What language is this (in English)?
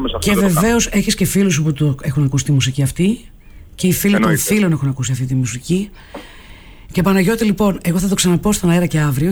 Greek